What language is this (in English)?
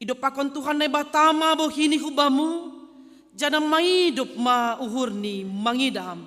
Batak Simalungun